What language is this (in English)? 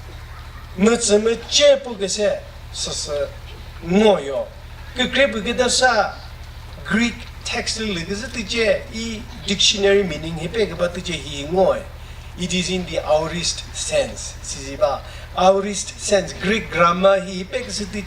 Chokri Naga